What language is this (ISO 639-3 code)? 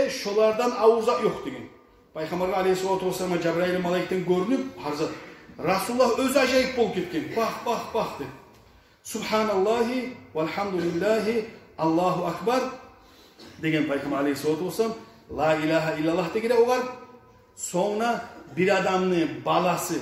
kum